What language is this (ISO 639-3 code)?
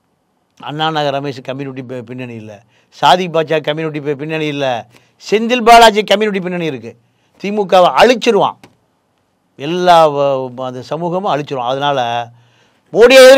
tam